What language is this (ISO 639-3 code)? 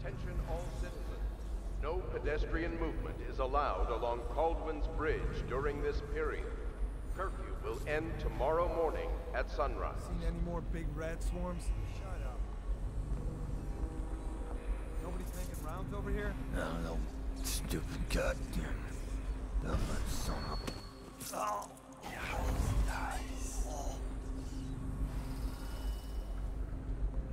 eng